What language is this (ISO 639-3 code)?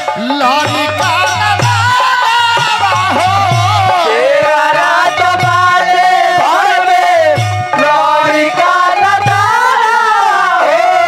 bho